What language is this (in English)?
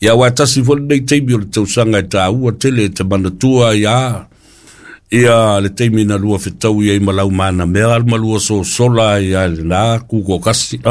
Samoan